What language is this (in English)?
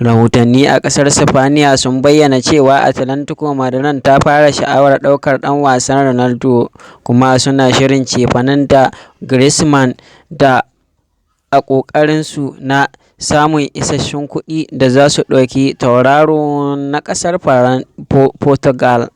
Hausa